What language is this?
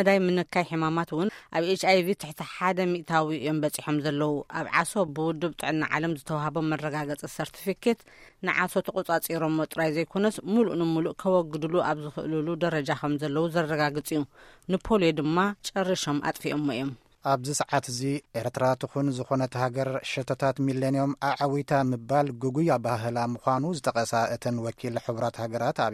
Tigrinya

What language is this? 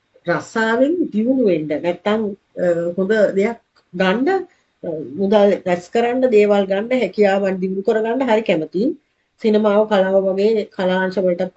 Sinhala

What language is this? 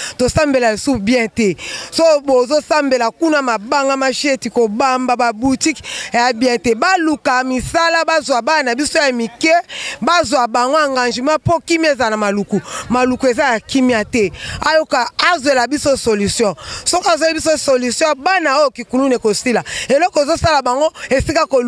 Lingala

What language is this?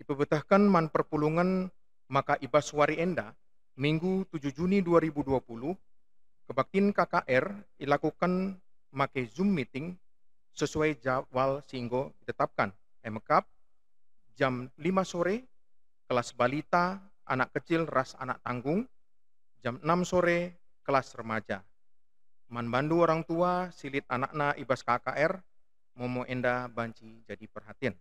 Batak Karo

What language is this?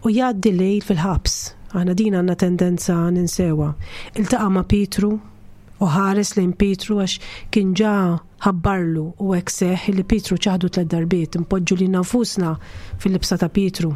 Maltese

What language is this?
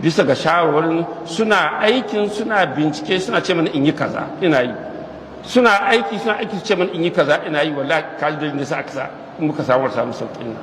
Hausa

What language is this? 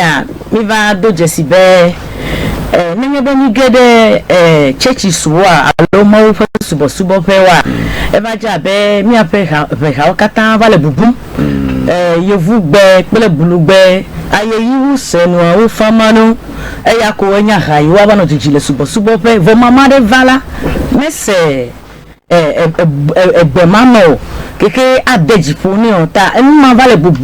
Ewe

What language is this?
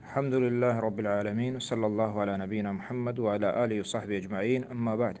Eastern Balochi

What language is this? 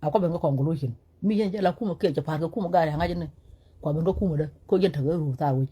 Nuer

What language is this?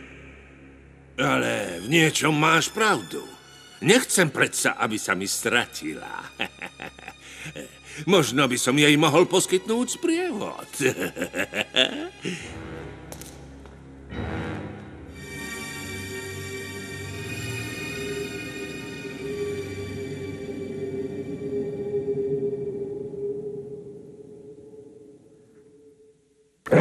Slovak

